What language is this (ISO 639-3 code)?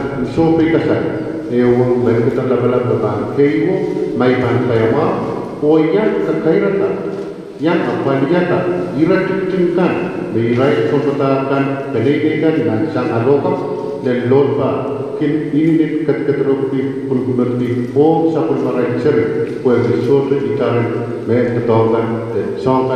pon